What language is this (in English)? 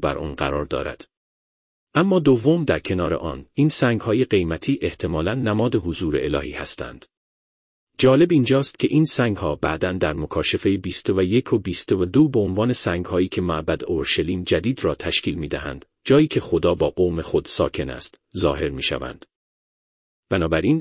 Persian